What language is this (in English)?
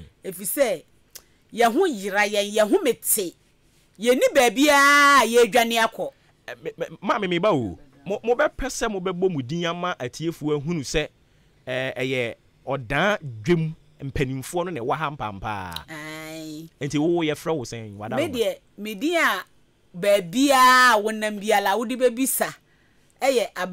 Akan